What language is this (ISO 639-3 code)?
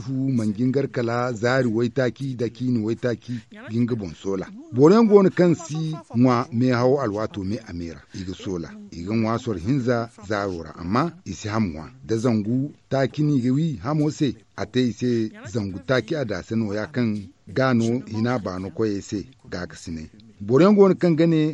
dje